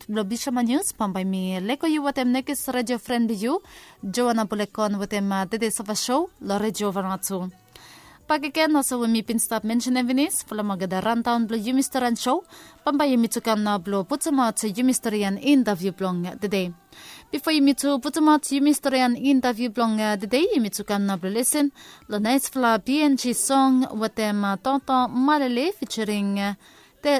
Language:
Bislama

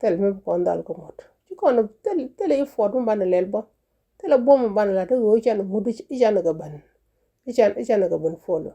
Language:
Nuer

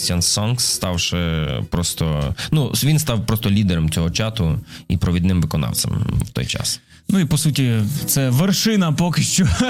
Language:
Ukrainian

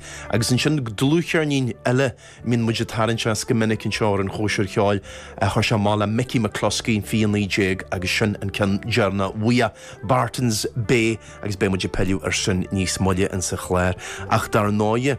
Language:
Irish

